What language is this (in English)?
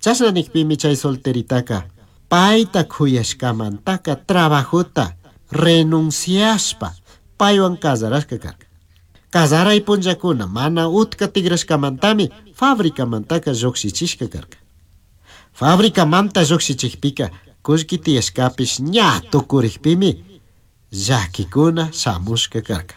Chimborazo Highland Quichua